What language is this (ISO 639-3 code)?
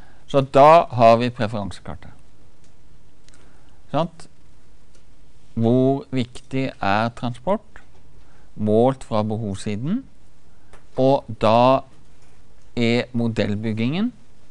nor